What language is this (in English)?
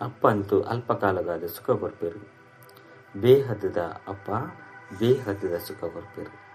Tulu